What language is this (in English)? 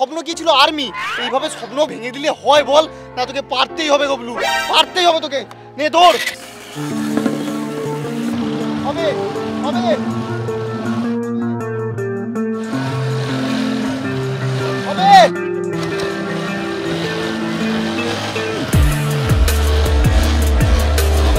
Bangla